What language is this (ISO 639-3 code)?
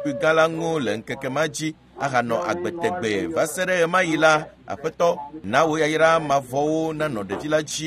ewe